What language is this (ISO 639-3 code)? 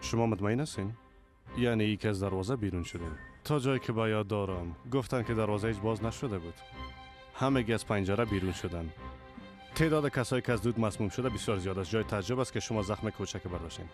fas